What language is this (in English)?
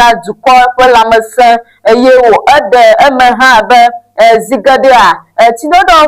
Ewe